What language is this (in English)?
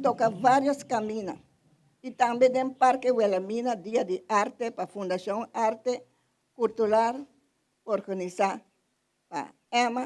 Papiamento